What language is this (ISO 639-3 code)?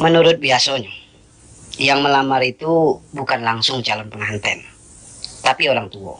min